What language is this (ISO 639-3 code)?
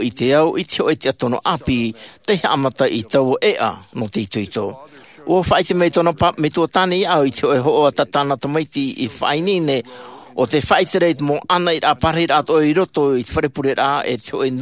tah